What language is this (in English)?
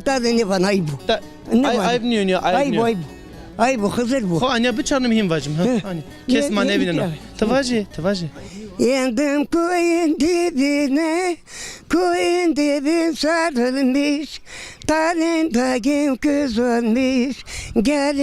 Zaza